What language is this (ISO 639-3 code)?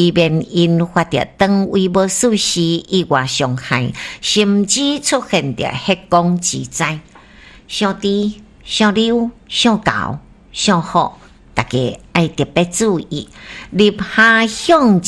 nan